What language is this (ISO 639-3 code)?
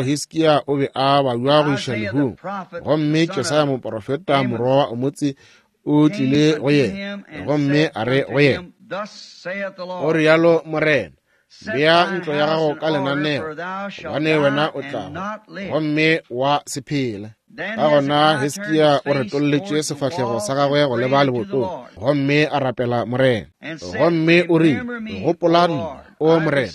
nso